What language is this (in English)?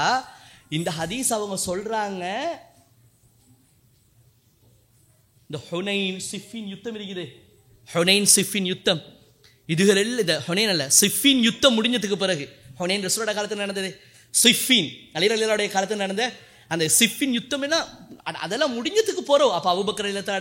Tamil